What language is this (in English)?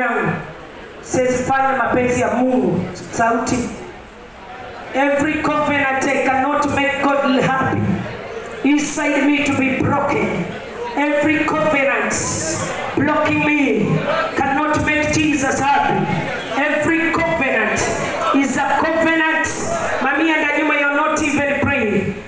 Swahili